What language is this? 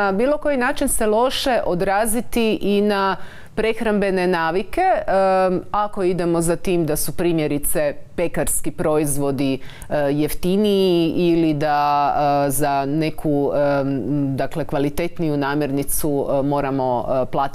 Croatian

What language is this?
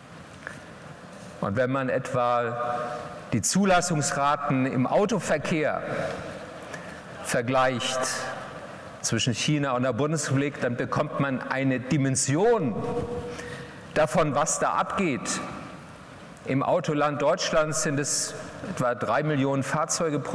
German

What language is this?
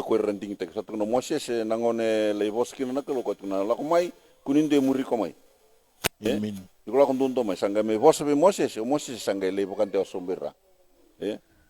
Fijian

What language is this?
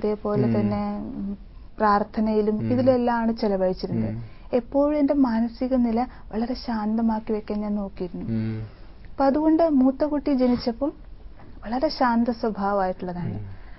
Malayalam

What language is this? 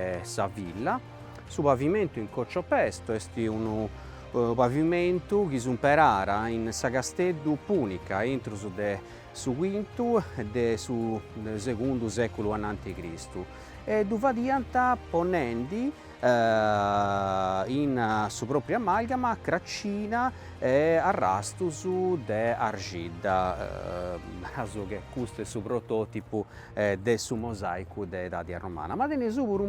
Sardinian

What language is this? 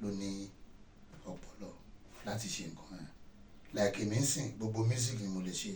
Yoruba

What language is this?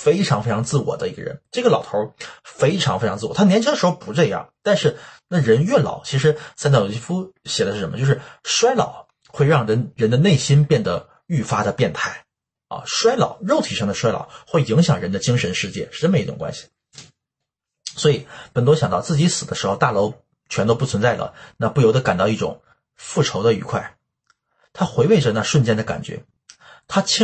Chinese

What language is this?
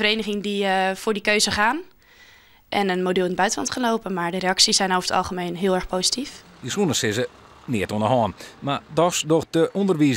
Western Frisian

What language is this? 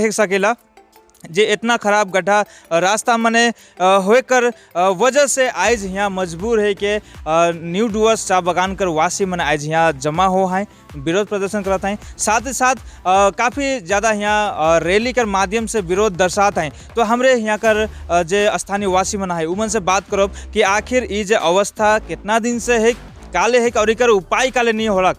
Sadri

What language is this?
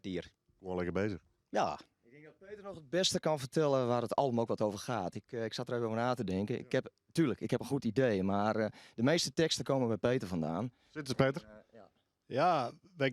Western Frisian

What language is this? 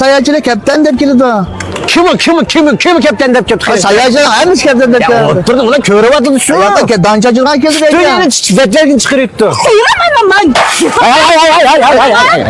Uyghur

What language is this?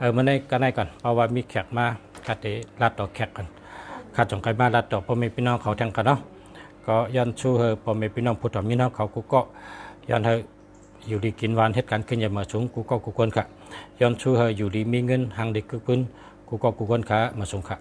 Shan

